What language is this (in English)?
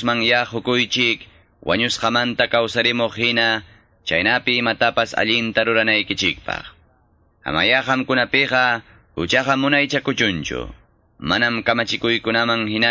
Quechua